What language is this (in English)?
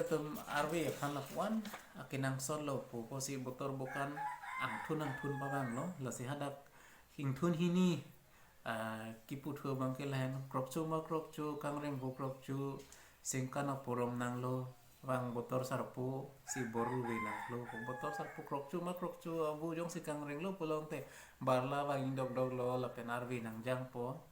Karbi